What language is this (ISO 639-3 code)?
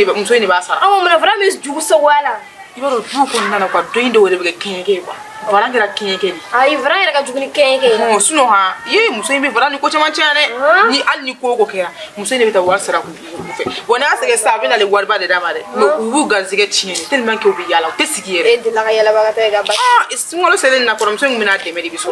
bam